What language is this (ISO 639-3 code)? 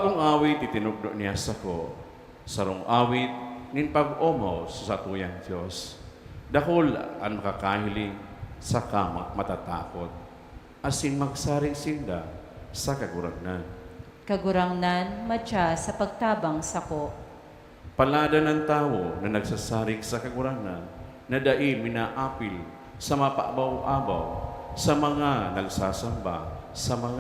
bik